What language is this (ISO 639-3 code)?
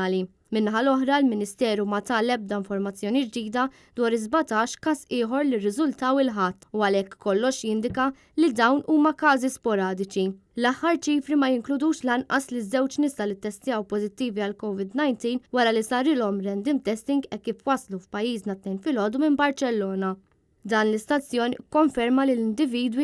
mlt